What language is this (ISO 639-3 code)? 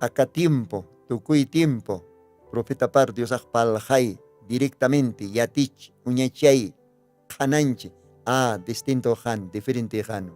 aym